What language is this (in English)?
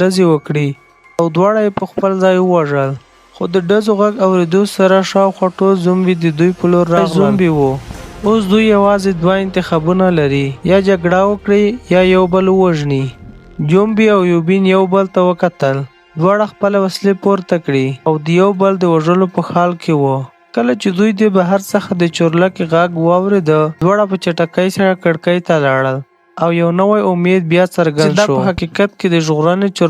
Pashto